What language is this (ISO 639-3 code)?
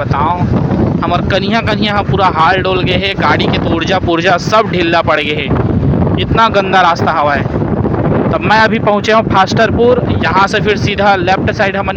hne